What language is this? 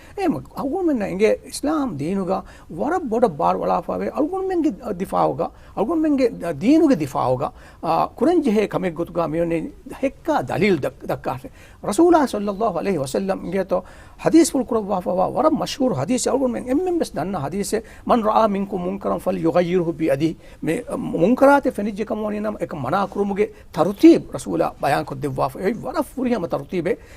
Divehi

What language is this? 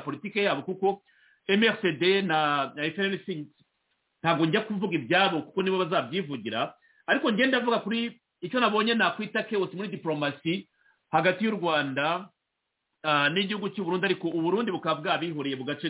Kinyarwanda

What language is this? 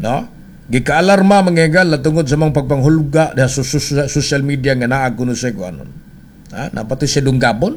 Cebuano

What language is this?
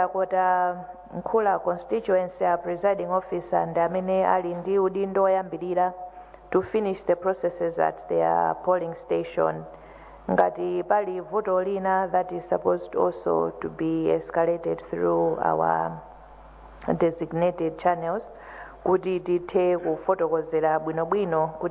Nyanja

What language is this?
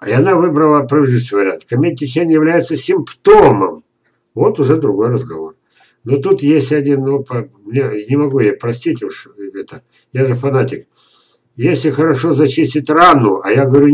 Russian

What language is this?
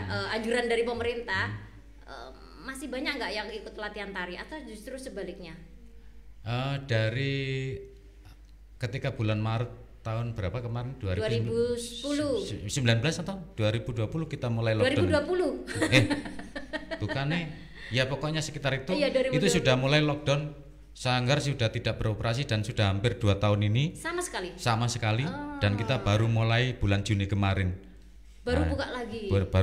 Indonesian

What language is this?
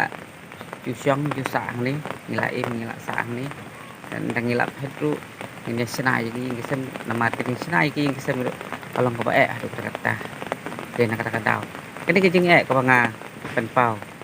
Khasi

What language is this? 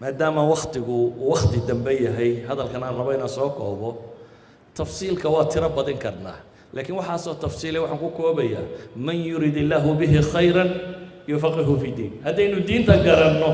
Somali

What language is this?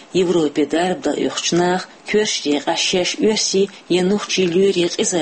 Chechen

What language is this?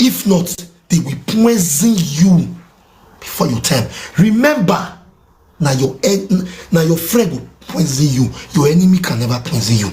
Nigerian Pidgin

